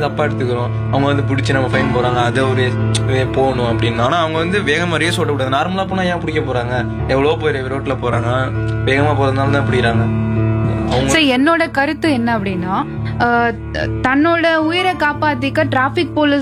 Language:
Tamil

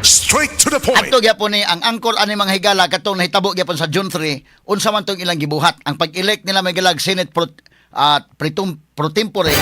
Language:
Cebuano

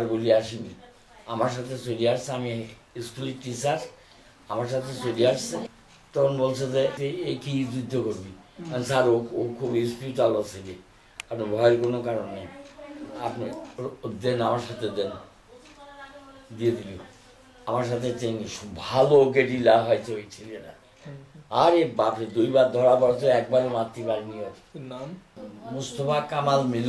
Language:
Bangla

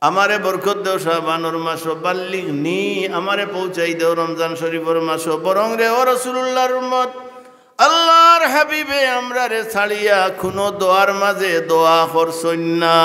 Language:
Sylheti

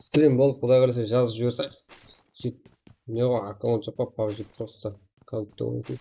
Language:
Kara-Kalpak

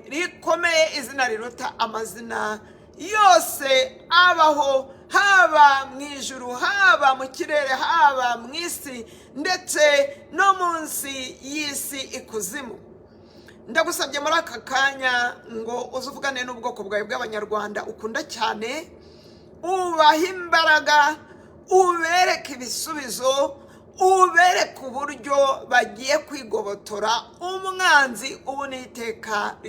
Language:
Kinyarwanda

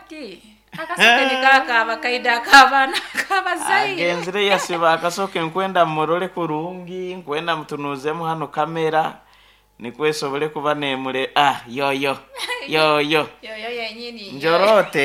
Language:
Nyoro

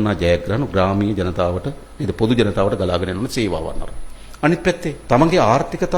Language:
Sinhala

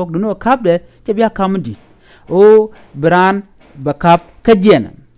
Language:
Nuer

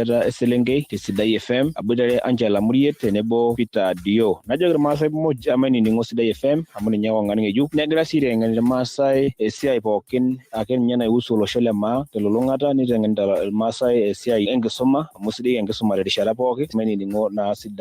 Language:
Masai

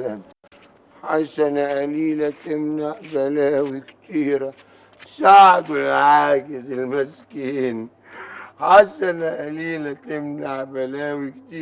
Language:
Egyptian Arabic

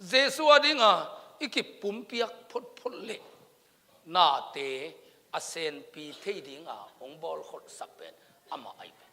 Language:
Tedim Chin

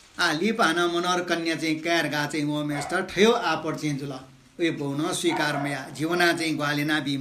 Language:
Newari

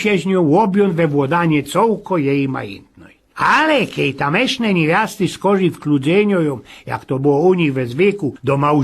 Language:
Silesian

